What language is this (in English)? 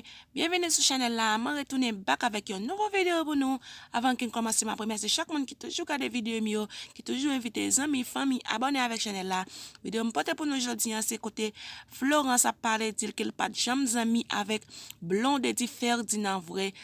Haitian Creole